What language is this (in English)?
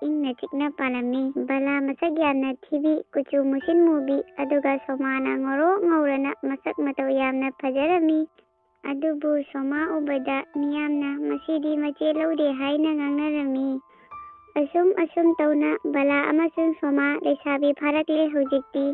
Manipuri